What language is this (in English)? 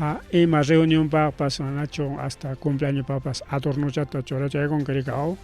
Ayacucho Quechua